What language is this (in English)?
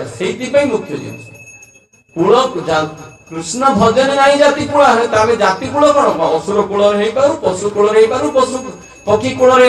Odia